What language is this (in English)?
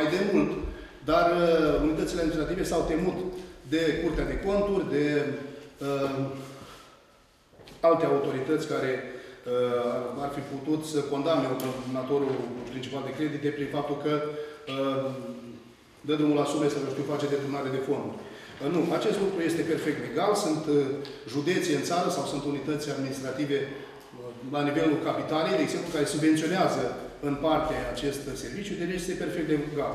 Romanian